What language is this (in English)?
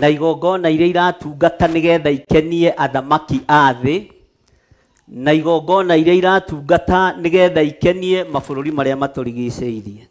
Kikuyu